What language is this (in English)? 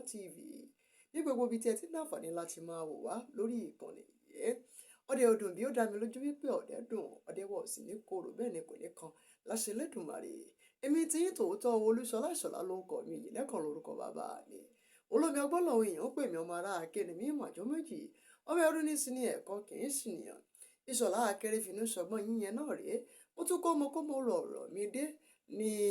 Yoruba